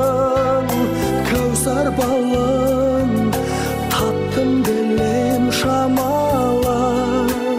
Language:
Kazakh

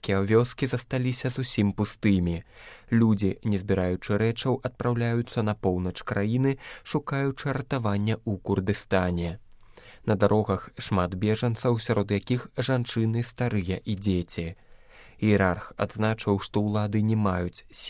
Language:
Belarusian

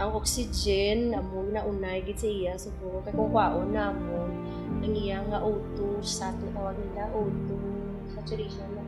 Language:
Hiligaynon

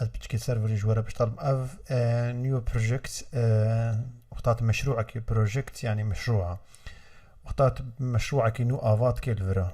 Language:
Kurdish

